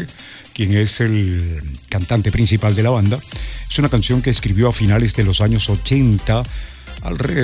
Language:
Spanish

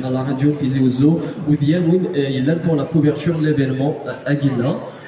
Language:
Kabyle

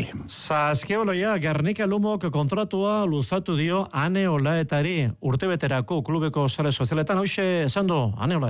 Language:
Basque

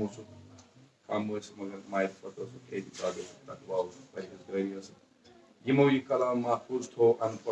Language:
Kashmiri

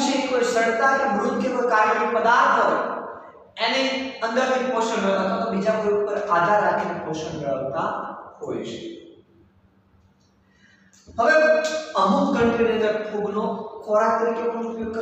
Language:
Gujarati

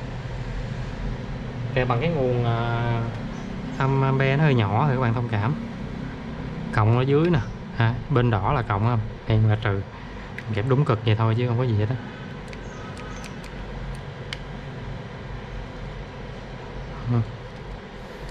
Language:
Vietnamese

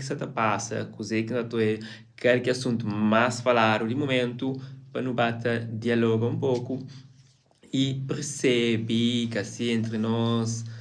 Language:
Kabuverdianu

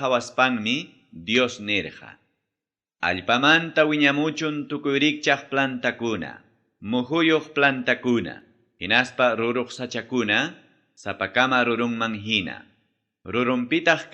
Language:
Ayacucho Quechua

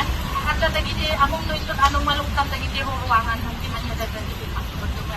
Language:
Iloko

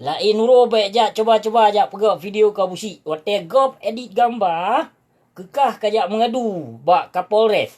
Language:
Achinese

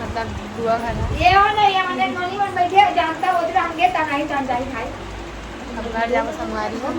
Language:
Chhattisgarhi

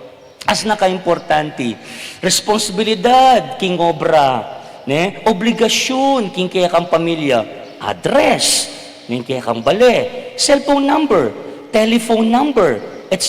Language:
Pampanga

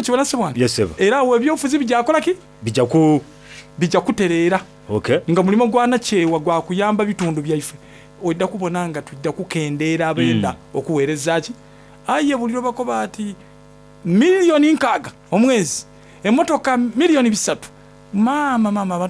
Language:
Soga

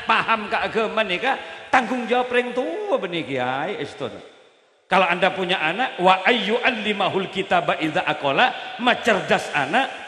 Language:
Madurese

